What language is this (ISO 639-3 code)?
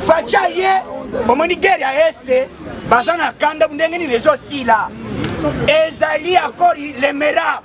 lin